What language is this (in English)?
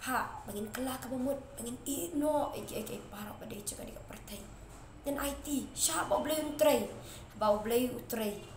Khasi